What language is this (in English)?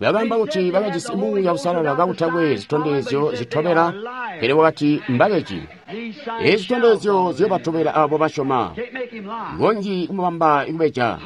Tonga (Zambia)